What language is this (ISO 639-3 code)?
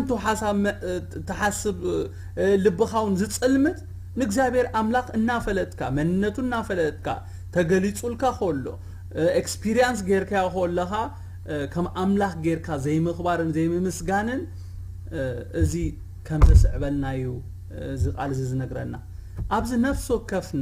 tir